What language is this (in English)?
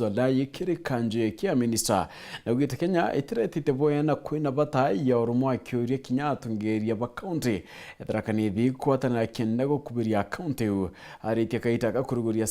Meru